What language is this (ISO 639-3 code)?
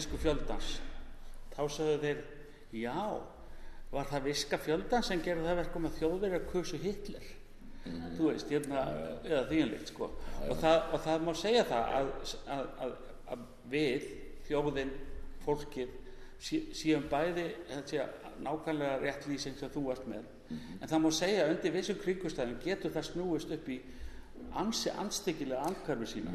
isl